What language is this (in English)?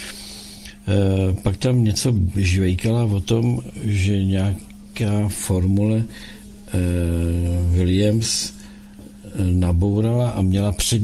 Czech